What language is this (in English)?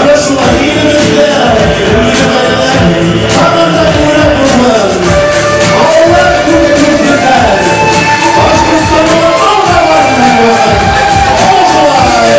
Bashkir